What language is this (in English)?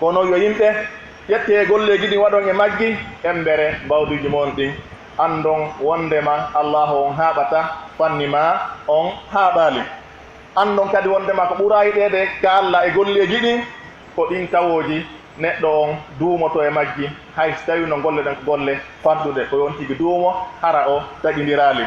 Pular